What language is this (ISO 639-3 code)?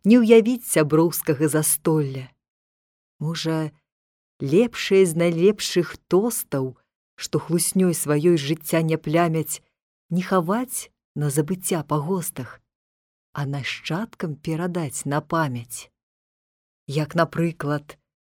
bel